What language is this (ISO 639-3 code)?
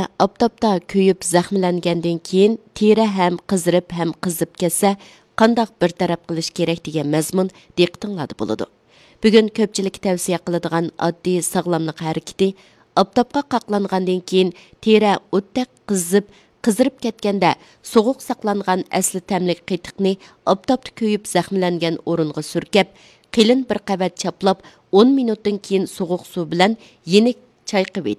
uig